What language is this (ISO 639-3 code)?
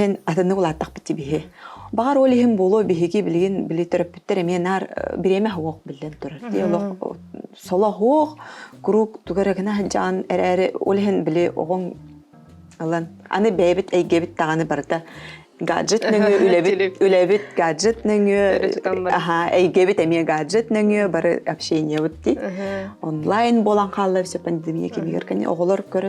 sah